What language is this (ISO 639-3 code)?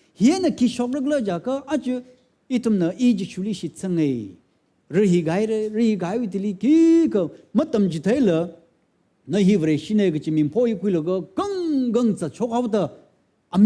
nmf